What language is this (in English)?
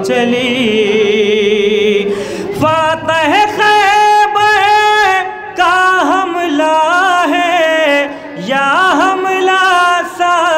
Urdu